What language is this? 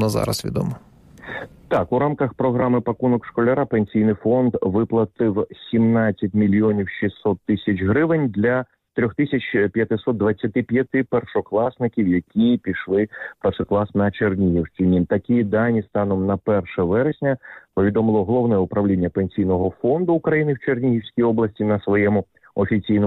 Ukrainian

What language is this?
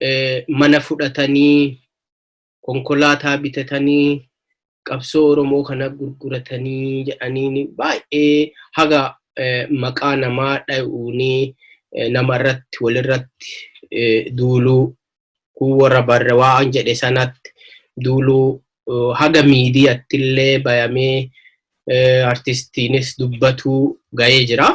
Oromo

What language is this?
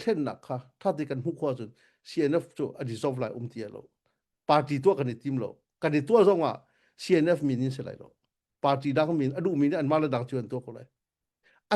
Hakha Chin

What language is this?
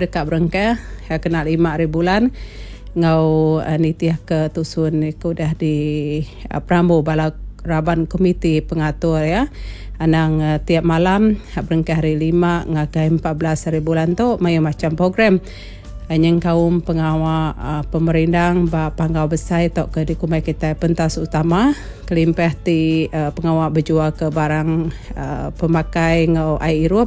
Iban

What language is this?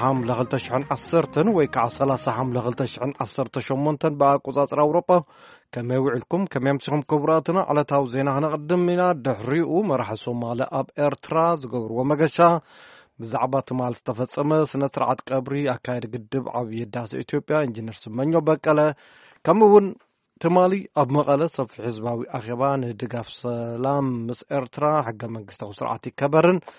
Tigrinya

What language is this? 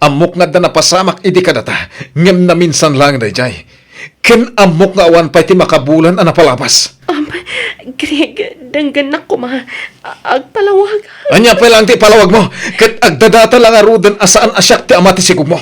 Iloko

